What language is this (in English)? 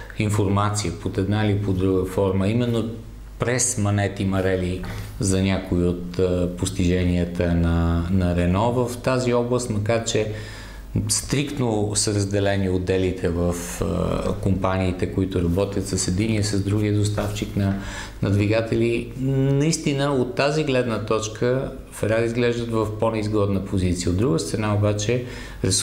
Bulgarian